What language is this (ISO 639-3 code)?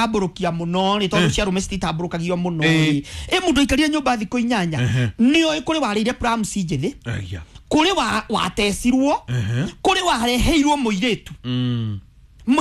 kik